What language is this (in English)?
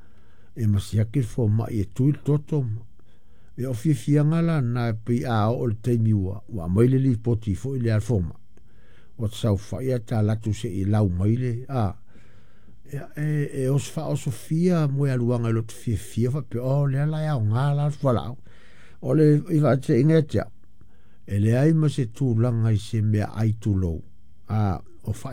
Samoan